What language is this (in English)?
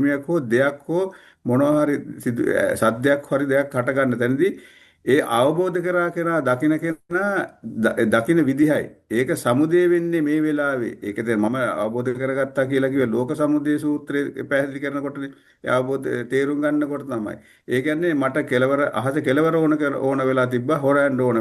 Sinhala